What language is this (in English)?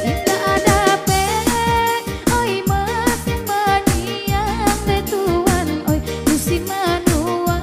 Minangkabau